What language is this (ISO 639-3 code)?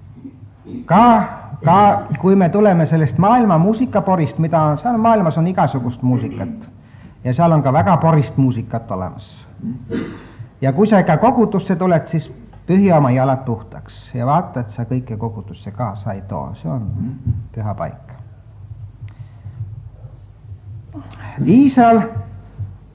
est